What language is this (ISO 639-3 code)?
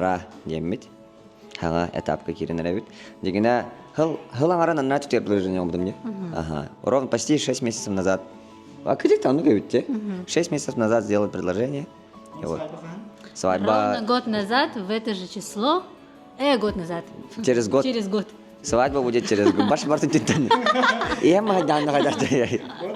sah